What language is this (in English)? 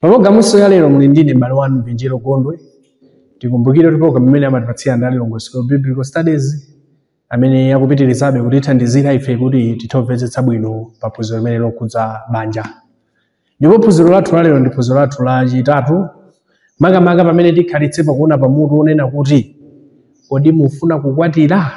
Nyanja